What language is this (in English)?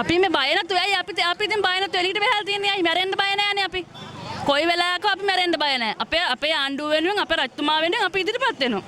Sinhala